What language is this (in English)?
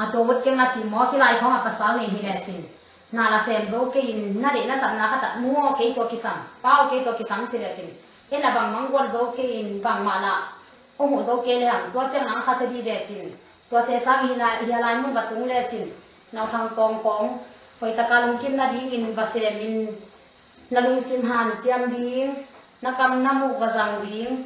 Tedim Chin